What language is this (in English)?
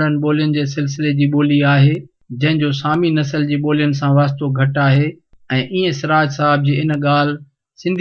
Sindhi